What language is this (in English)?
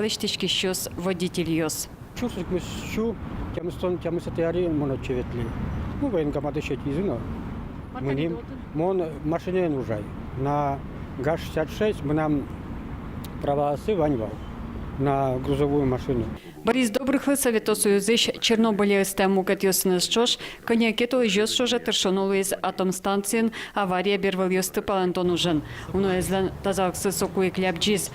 Udmurt